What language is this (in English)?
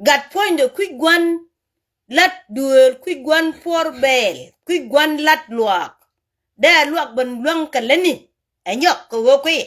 Nuer